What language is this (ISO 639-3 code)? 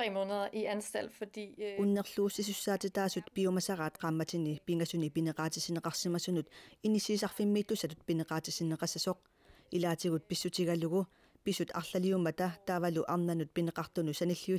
kal